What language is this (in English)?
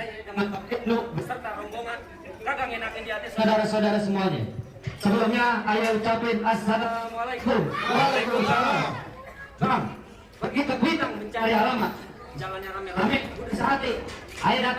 Betawi